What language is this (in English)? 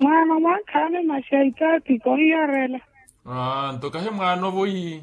Makhuwa